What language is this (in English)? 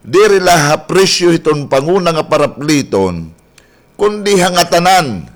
Waray